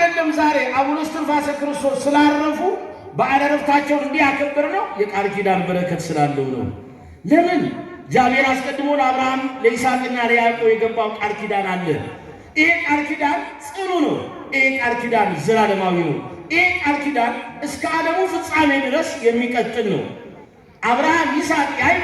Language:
Amharic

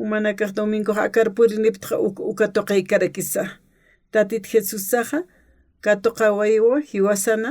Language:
Aymara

